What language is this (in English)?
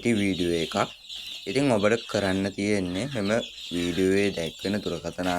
Sinhala